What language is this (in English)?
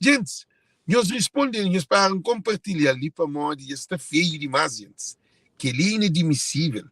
Kabuverdianu